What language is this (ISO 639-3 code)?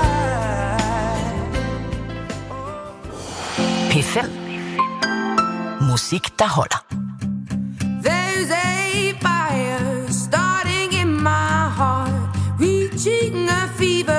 dan